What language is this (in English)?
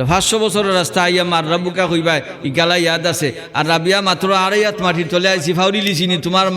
Sylheti